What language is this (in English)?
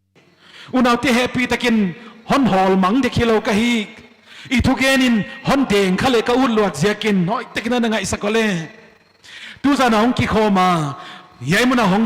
Paite Chin